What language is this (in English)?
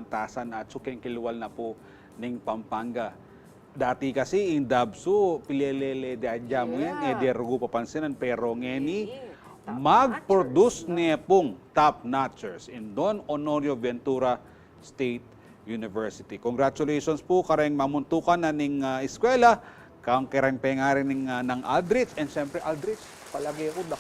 Pampanga